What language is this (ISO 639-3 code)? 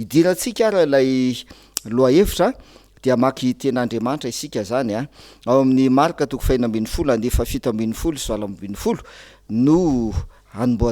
mlg